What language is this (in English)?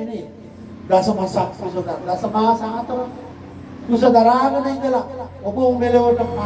Sinhala